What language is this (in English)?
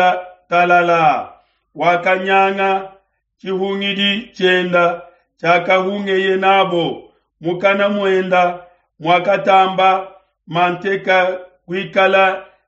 Luba-Lulua